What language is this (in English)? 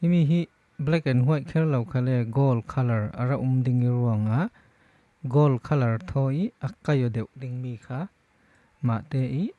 Falam Chin